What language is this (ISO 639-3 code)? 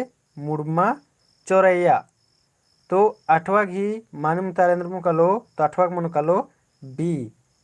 kru